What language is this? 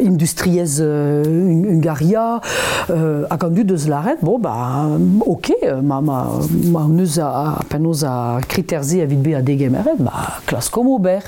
Breton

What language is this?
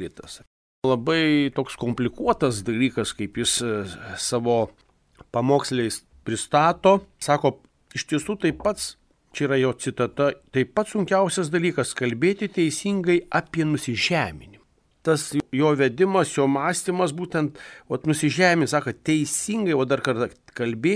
Lithuanian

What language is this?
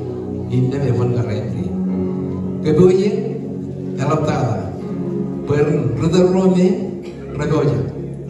Marshallese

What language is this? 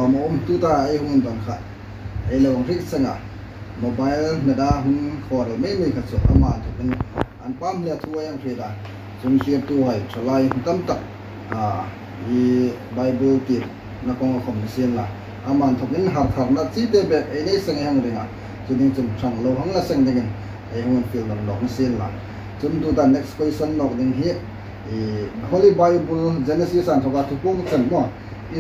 Hmar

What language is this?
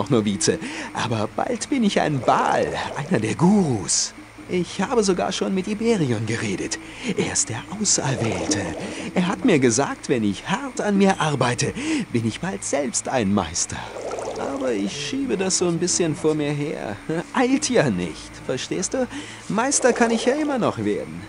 Bavarian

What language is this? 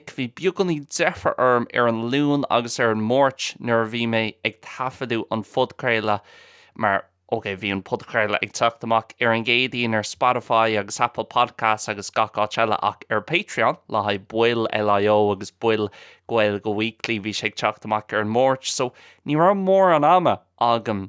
Irish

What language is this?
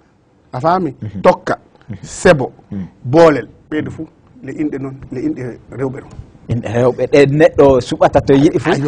Fula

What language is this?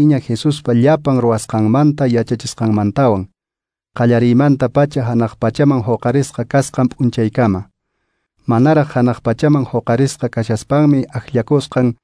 Quechua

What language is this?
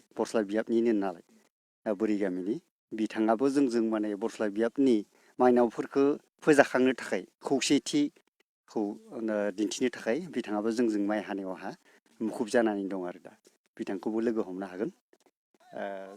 Bodo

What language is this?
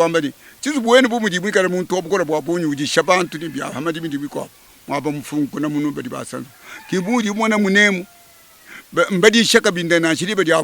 Luba-Lulua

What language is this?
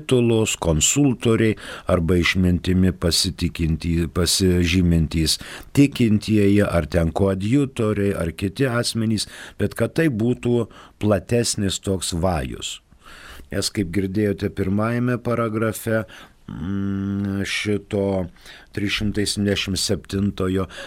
Lithuanian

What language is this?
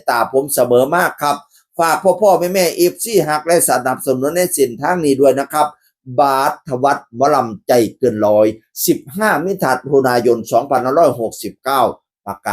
Northeastern Thai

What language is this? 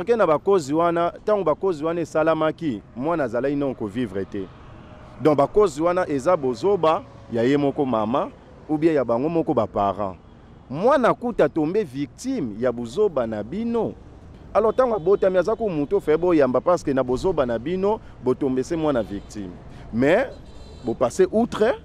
Lingala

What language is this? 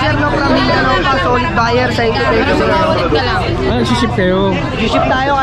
Filipino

